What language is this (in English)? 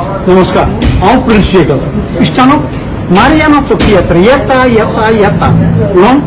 Konkani